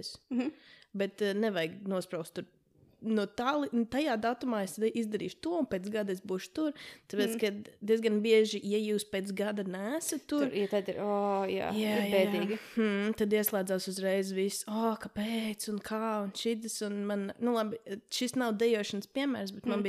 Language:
Latvian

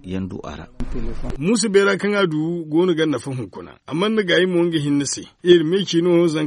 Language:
Zarma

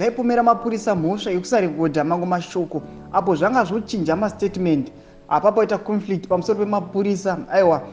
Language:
Shona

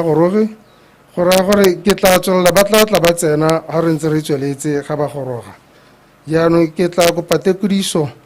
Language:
Tswana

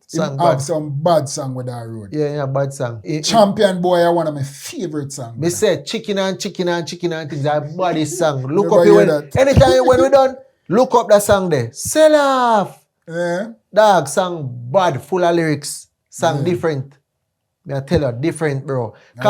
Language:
Jamaican Creole English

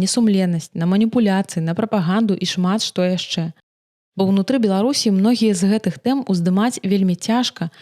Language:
Belarusian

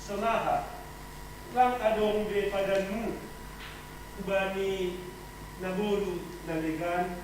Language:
Batak Simalungun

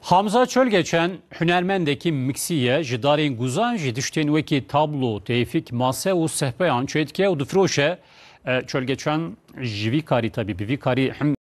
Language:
Kurdish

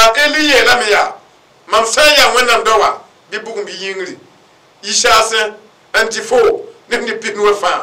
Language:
Mossi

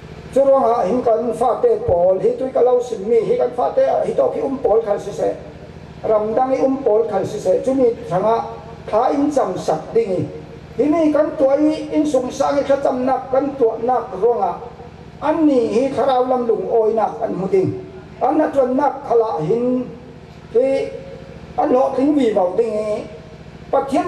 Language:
Falam Chin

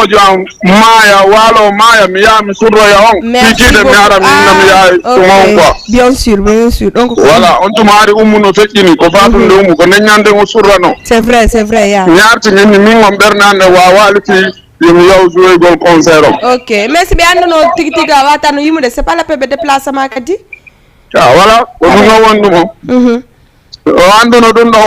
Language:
Fula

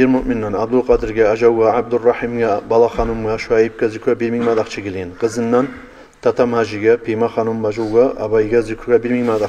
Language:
Kumyk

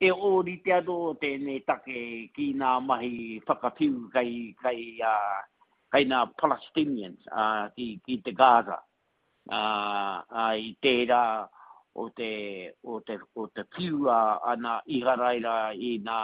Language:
Māori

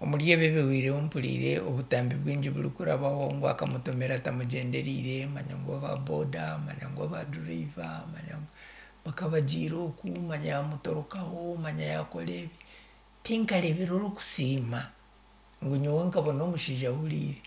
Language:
Nyankole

